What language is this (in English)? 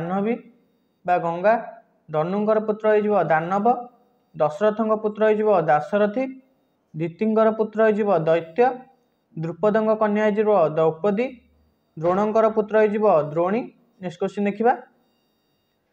Odia